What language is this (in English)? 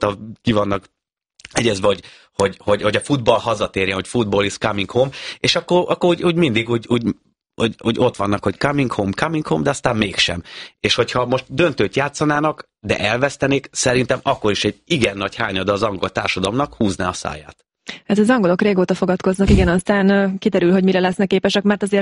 Hungarian